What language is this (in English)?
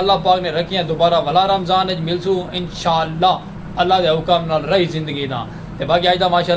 Saraiki